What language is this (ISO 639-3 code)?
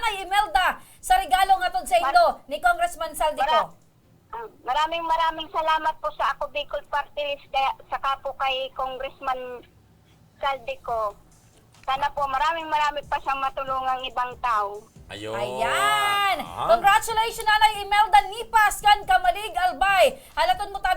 bik